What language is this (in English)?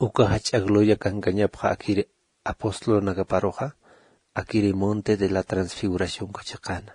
Aymara